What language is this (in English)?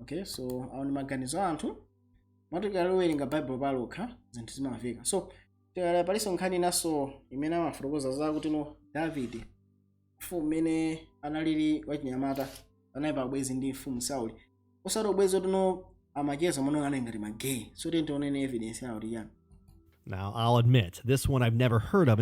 Nyanja